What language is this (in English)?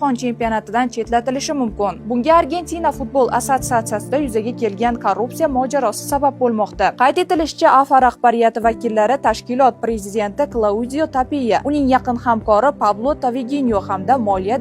Uzbek